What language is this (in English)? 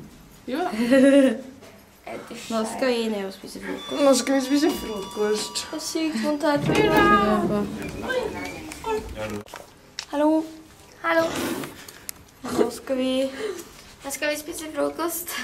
Norwegian